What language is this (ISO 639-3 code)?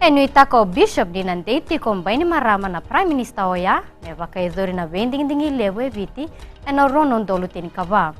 fij